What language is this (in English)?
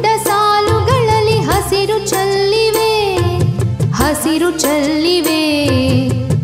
Kannada